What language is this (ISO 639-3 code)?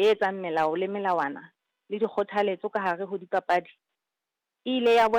sot